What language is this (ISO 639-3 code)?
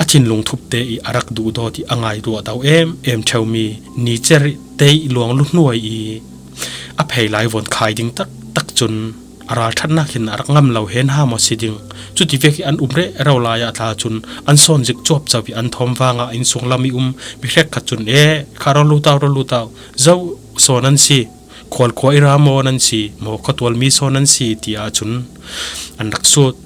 cfm